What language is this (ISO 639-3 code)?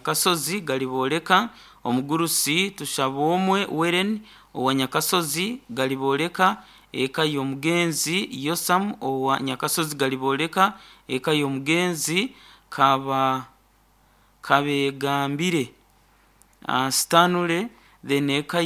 nyo